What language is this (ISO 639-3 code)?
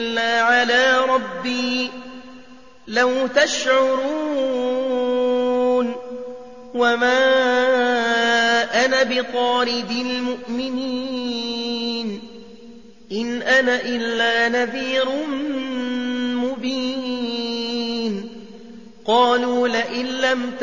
ara